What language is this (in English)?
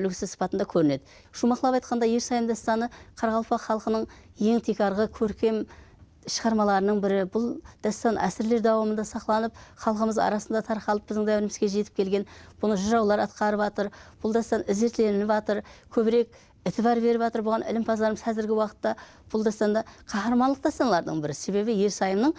Kara-Kalpak